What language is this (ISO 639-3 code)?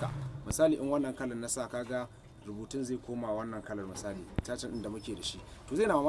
hau